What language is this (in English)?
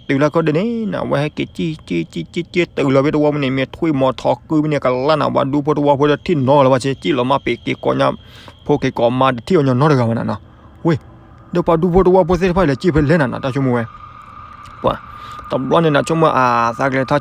S'gaw Karen